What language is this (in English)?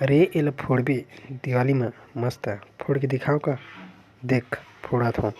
Chhattisgarhi